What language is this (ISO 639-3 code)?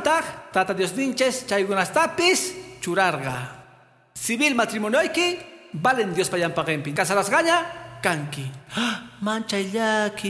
que